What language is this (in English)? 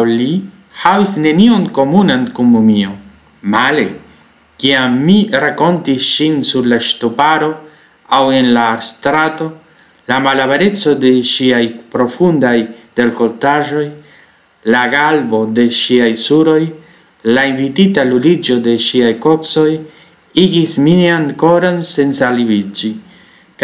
Esperanto